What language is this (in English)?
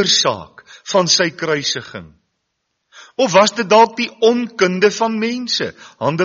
Afrikaans